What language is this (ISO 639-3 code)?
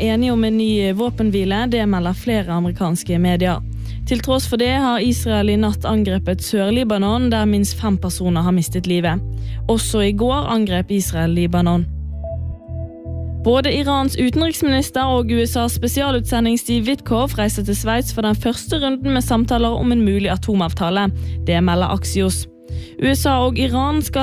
nor